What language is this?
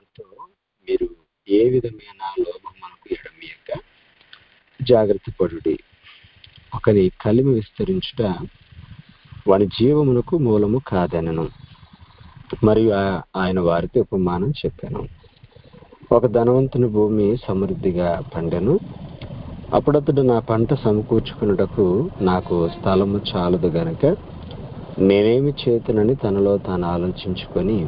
Telugu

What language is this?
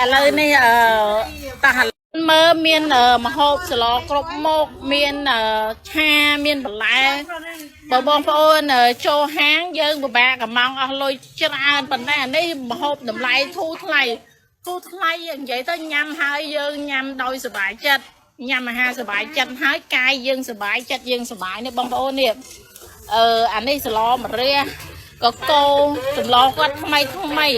Khmer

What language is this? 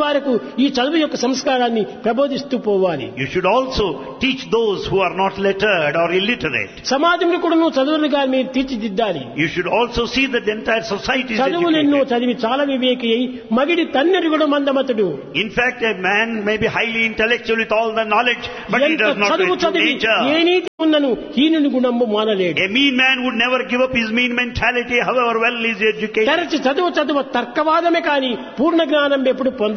Telugu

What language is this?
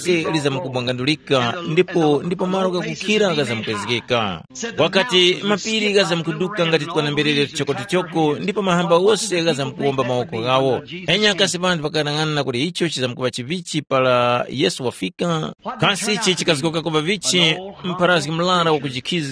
Tumbuka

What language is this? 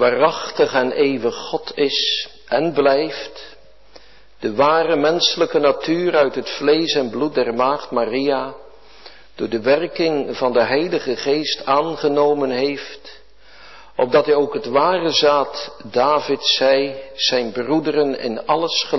Dutch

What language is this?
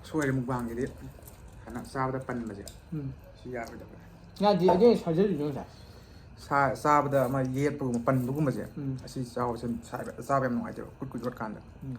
Manipuri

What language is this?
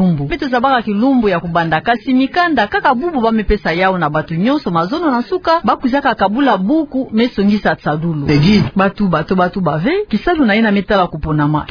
Kituba (Democratic Republic of Congo)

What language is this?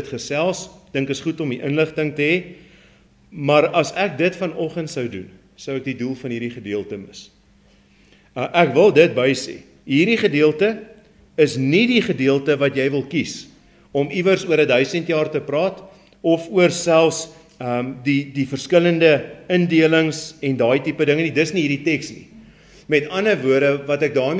Afrikaans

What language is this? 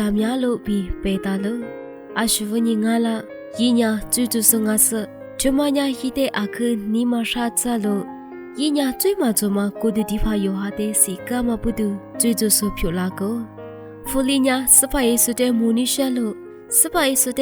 Lisu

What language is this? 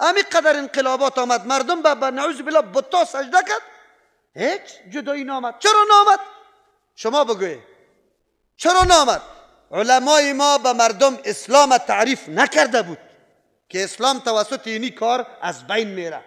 Persian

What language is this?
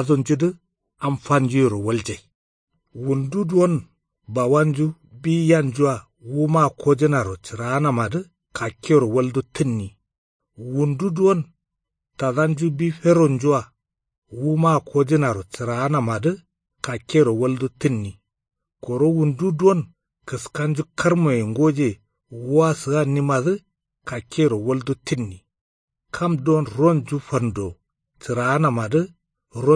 Kanuri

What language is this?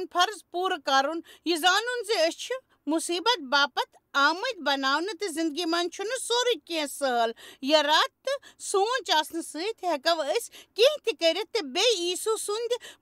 Kashmiri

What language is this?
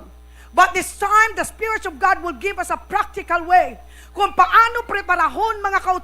Hiligaynon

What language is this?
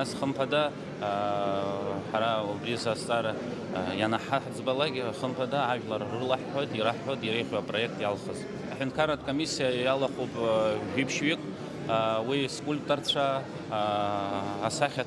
Abkhazian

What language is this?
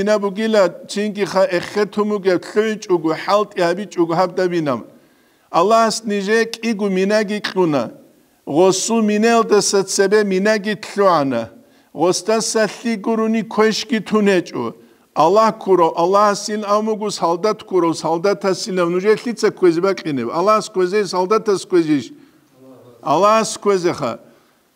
Avaric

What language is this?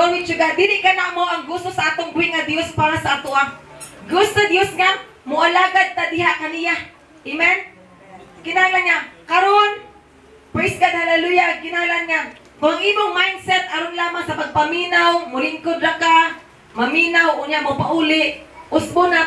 Cebuano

